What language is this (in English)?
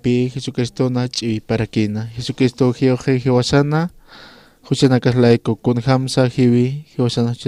Aymara